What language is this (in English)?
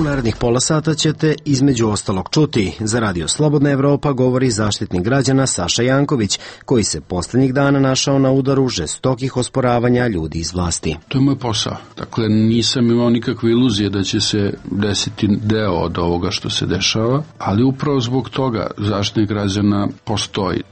Serbian